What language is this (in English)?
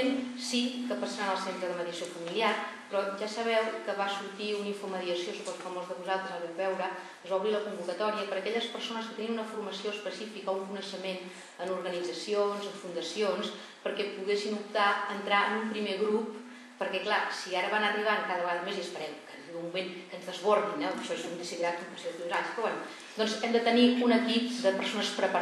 Catalan